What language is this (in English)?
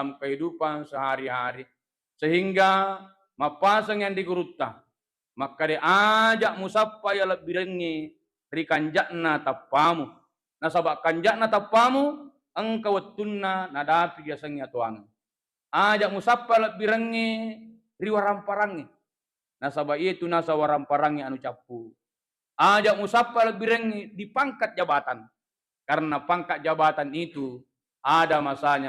Buginese